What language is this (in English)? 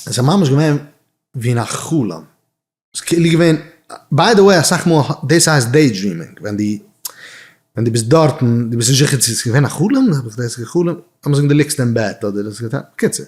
Yiddish